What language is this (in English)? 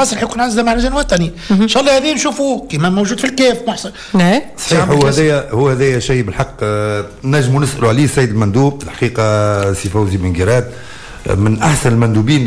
Tunisian Arabic